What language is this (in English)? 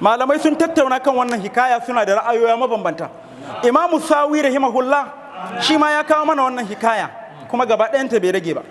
Hausa